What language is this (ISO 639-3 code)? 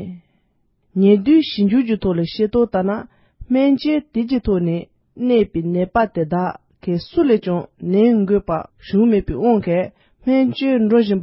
bod